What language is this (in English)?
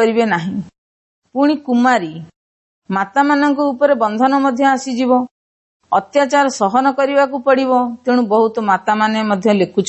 Odia